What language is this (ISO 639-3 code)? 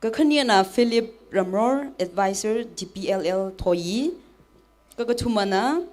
nmf